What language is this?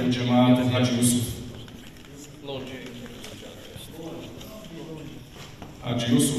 Bosnian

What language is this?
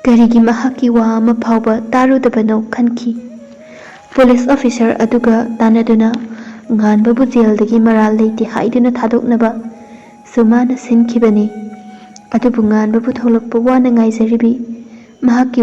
Manipuri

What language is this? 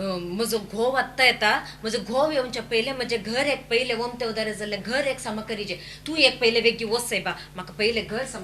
Konkani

